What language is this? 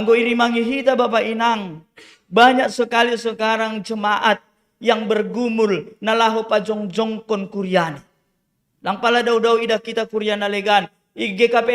Batak Simalungun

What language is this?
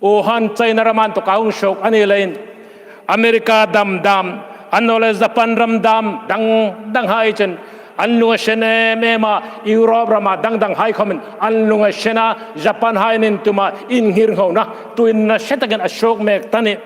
Hmar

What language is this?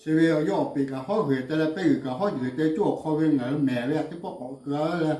Lahu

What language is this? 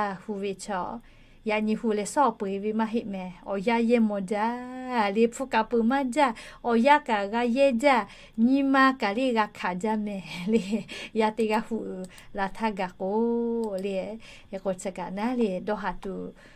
Lahu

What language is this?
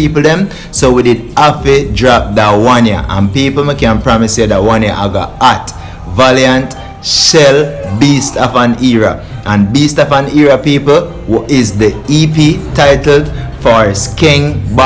Jamaican Creole English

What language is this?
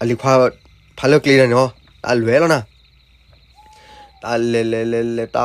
S'gaw Karen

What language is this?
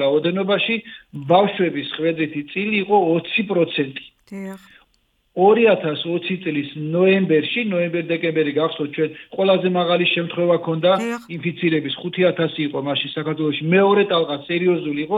Georgian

